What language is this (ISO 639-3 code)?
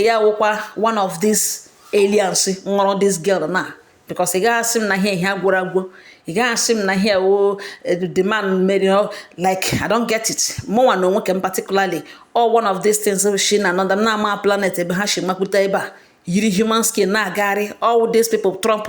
ibo